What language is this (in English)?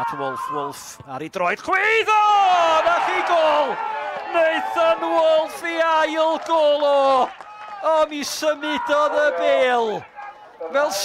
Welsh